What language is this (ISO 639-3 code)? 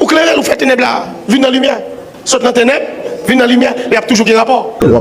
hat